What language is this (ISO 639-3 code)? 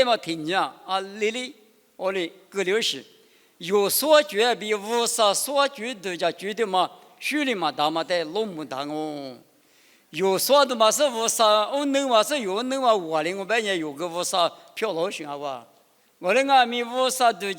lis